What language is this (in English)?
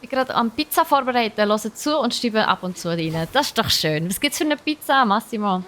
Swiss German